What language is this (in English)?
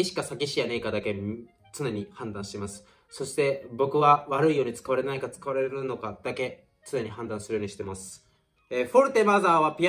Japanese